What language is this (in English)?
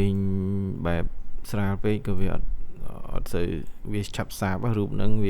Khmer